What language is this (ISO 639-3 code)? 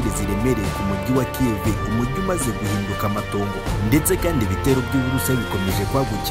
kin